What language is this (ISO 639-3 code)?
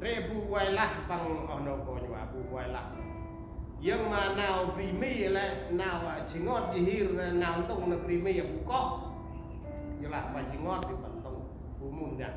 cmo